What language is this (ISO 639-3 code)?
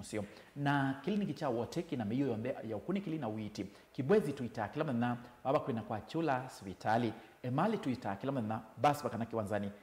kam